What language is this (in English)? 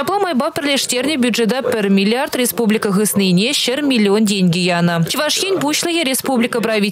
Chuvash